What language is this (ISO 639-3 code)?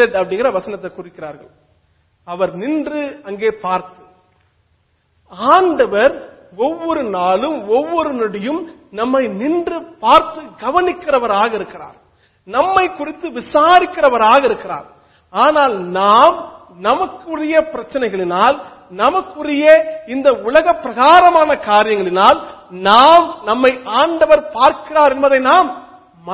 tam